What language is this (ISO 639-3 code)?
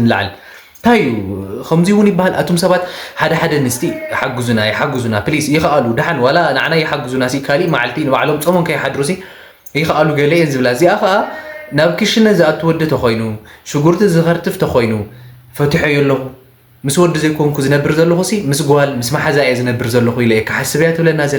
tir